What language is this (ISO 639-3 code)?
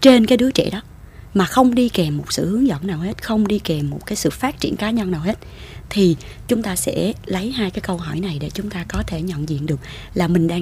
vie